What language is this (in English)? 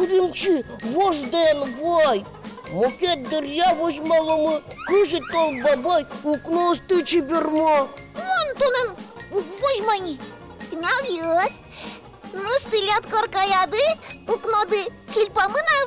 Udmurt